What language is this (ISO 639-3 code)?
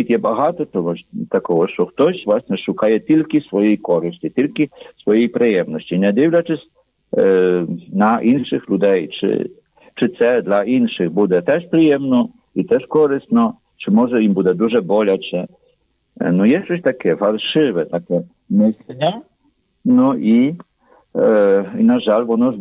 ukr